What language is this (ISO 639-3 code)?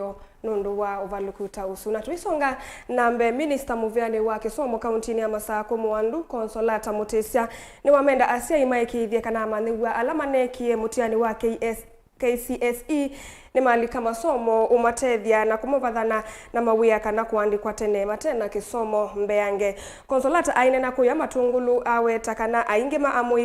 kam